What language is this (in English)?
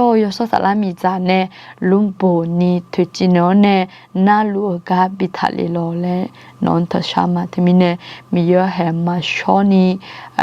Akha